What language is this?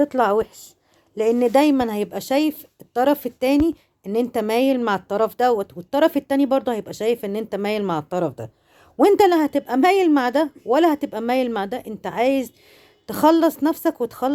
Egyptian Arabic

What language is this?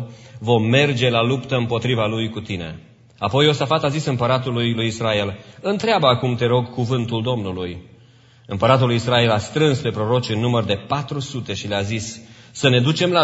Romanian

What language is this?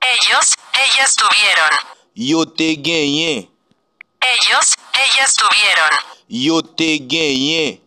Haitian Creole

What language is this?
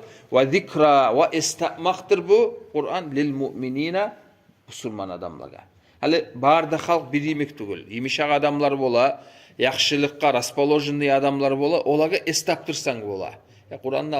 Kumyk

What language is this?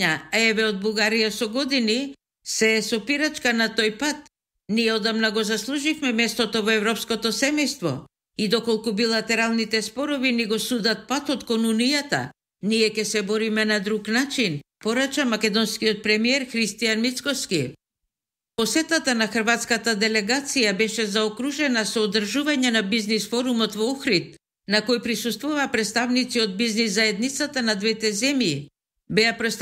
Macedonian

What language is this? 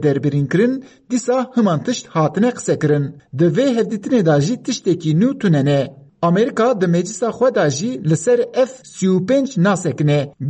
Kurdish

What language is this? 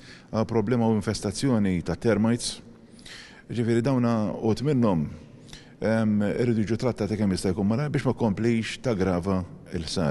Maltese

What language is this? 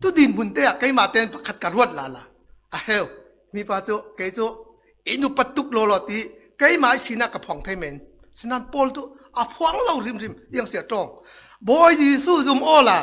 Falam Chin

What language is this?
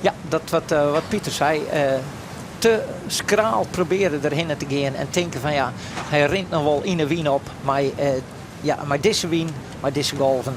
Western Frisian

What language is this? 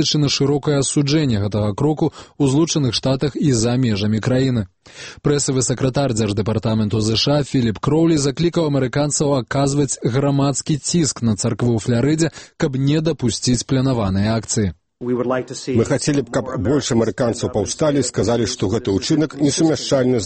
Belarusian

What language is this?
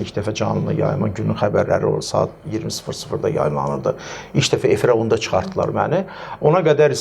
Azerbaijani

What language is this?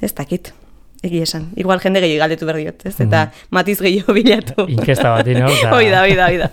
Basque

